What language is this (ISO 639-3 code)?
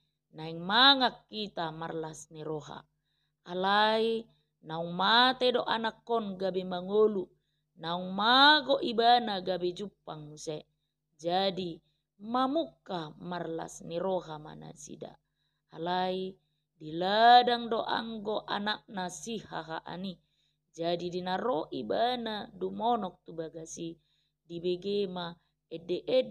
bbc